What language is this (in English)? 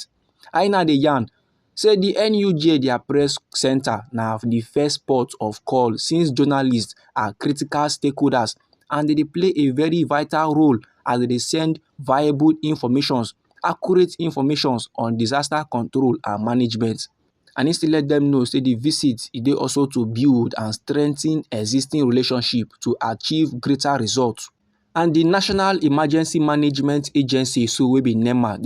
Nigerian Pidgin